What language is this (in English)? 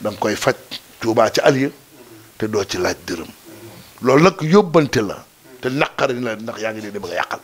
Wolof